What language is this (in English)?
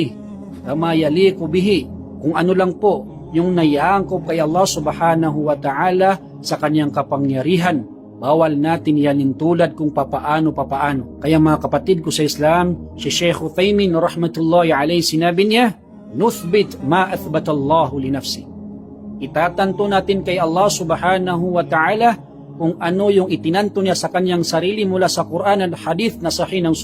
Maranao